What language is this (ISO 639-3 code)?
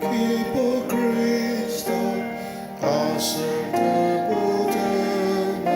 njo